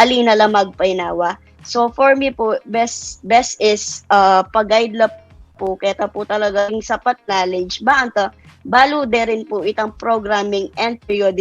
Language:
Pampanga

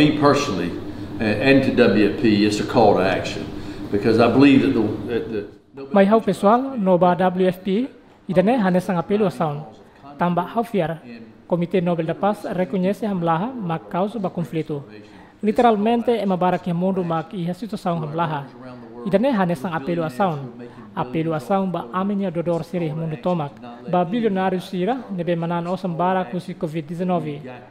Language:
Tetum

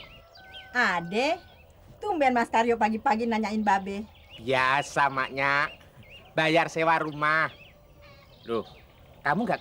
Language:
Betawi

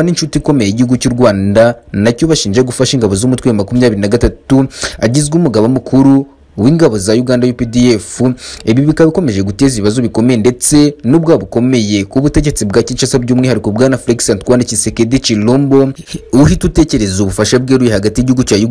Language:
Kinyarwanda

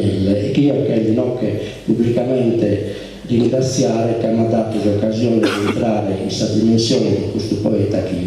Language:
Sardinian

